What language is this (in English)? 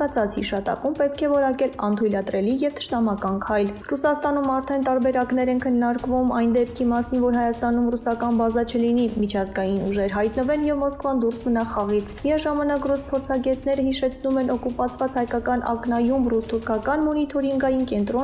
Armenian